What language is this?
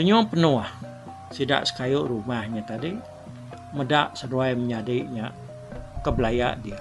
Iban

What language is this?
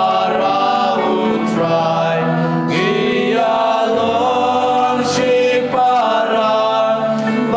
Khasi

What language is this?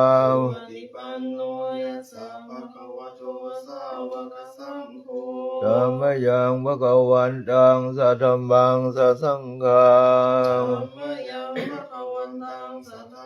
Pali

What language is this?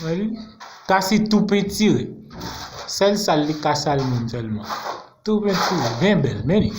Haitian Creole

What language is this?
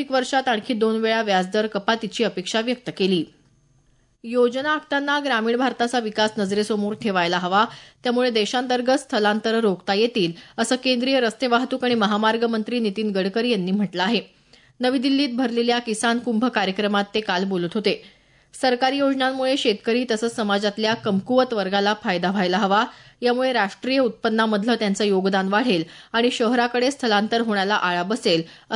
Marathi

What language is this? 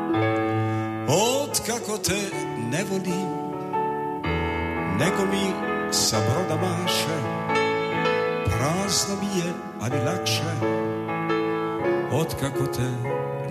Serbian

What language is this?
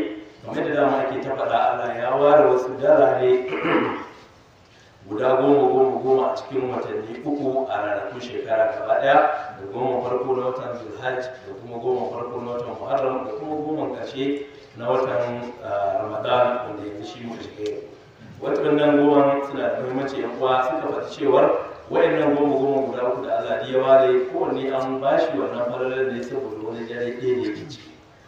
Hausa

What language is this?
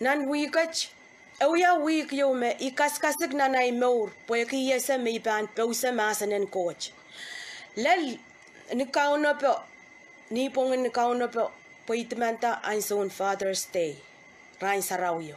Pohnpeian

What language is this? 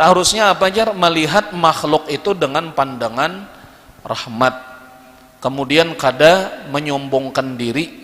Banjar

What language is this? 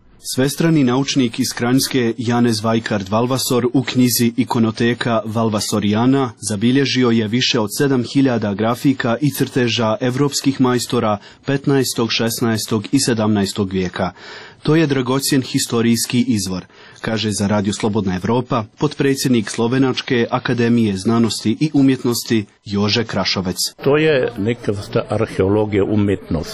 Bosnian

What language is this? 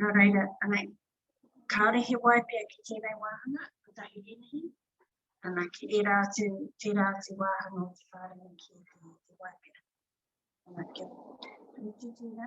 Māori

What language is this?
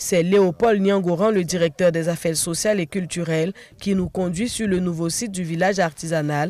French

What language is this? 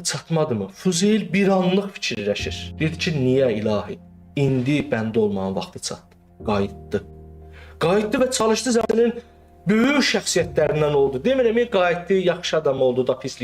Azerbaijani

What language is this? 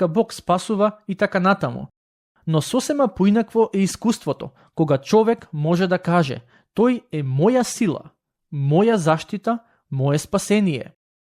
Macedonian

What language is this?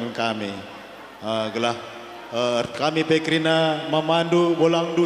Batak Karo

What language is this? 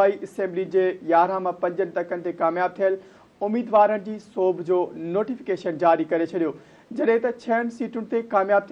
Sindhi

